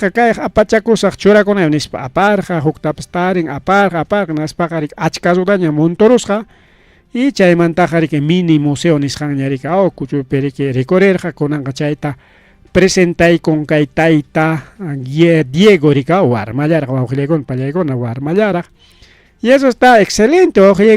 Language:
Ayacucho Quechua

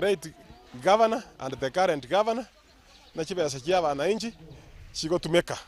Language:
Gusii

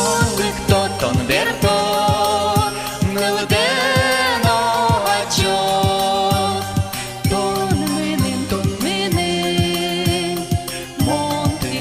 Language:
Udmurt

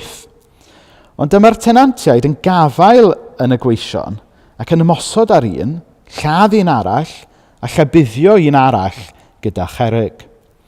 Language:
Welsh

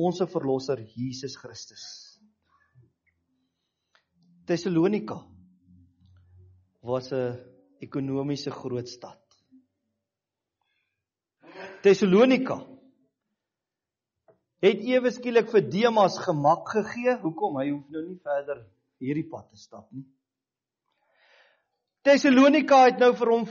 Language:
Afrikaans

